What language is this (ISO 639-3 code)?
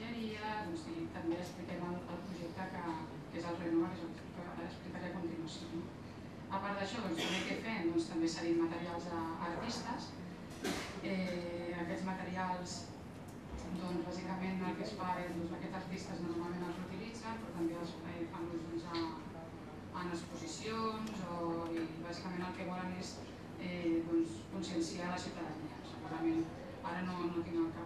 cat